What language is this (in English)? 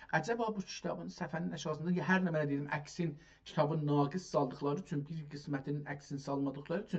South Azerbaijani